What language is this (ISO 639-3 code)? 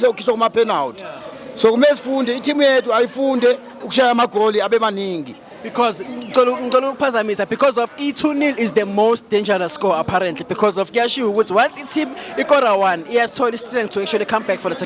zul